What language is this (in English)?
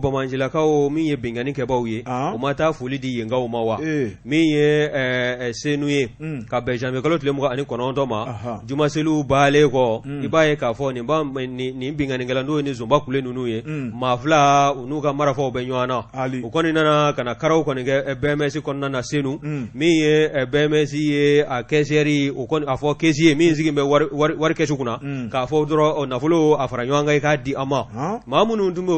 Bambara